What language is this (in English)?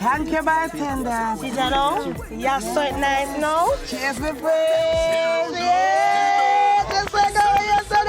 Jamaican Creole English